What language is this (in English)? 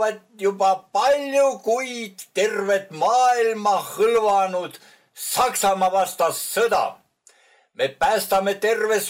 Estonian